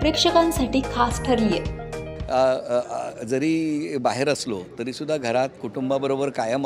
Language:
Marathi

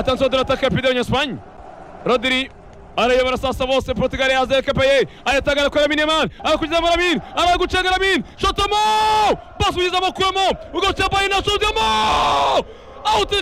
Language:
Kinyarwanda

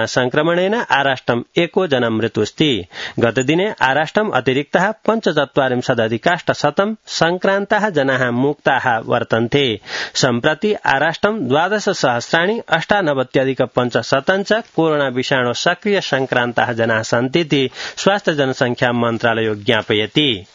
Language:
Sanskrit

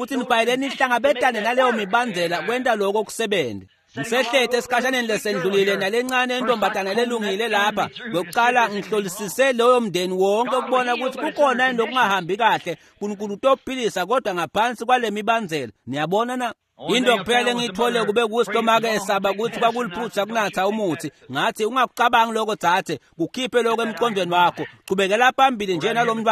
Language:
Swati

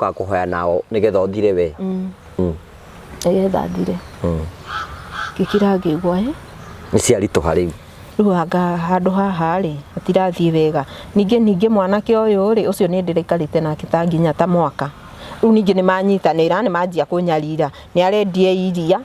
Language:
Kikuyu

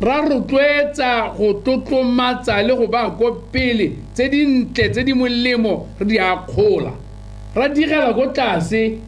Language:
Tswana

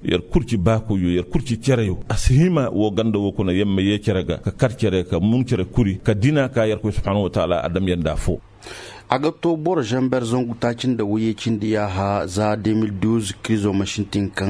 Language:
Koyraboro Senni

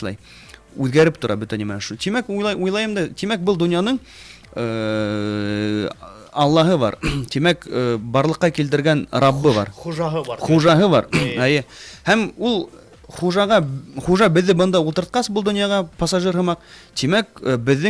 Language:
Bashkir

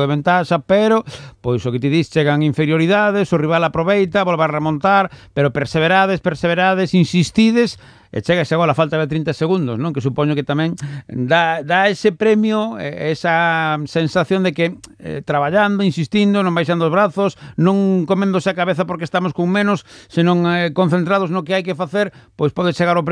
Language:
Galician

